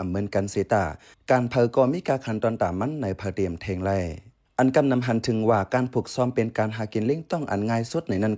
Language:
Shan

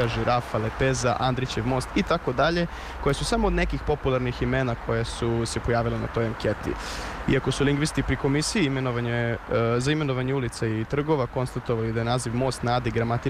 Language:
Serbian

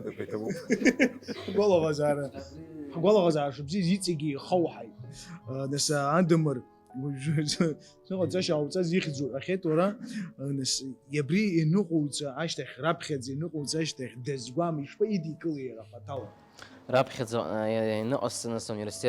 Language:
Abkhazian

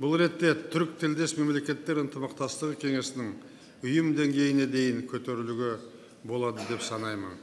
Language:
Kazakh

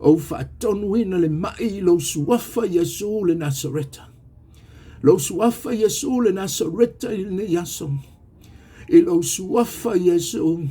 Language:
Samoan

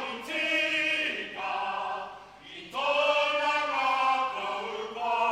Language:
Māori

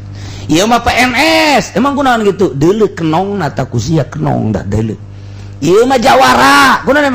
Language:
Sundanese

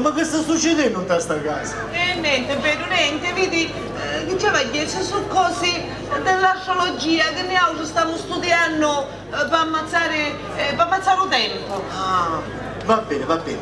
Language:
Sicilian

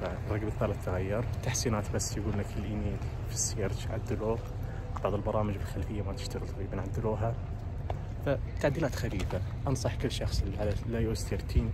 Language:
Najdi Arabic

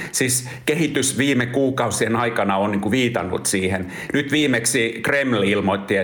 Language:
Finnish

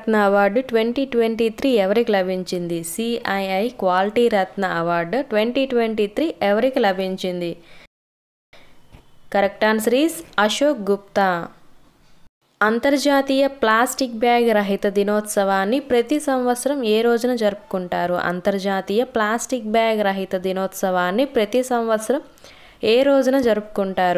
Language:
Telugu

